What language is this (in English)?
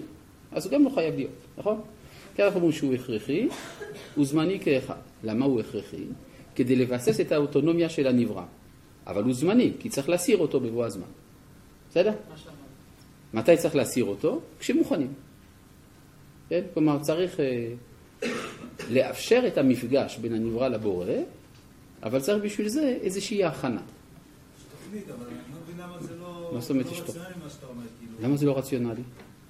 Hebrew